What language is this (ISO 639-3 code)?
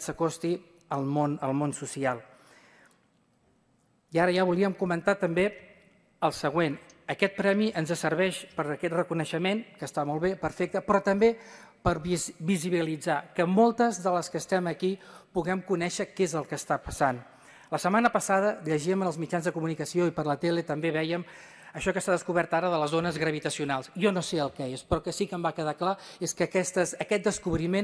cat